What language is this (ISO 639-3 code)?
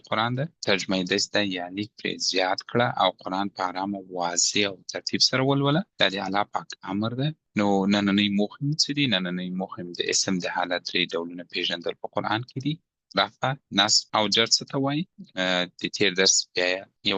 pus